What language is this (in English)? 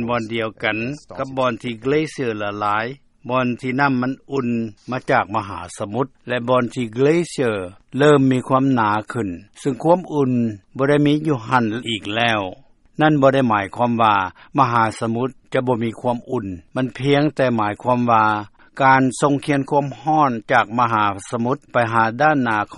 Lao